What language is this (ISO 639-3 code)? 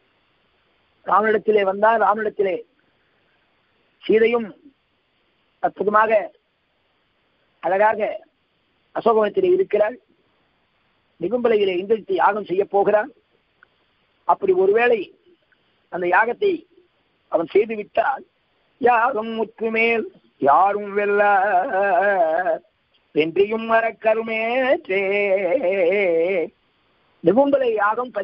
tam